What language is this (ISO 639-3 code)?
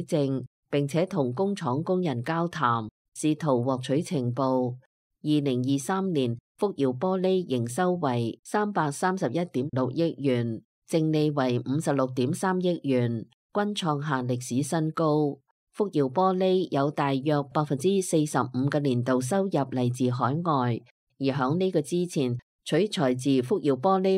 yue